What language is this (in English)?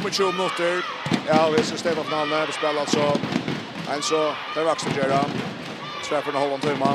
Faroese